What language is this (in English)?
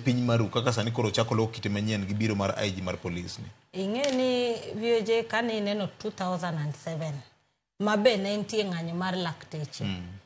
Luo (Kenya and Tanzania)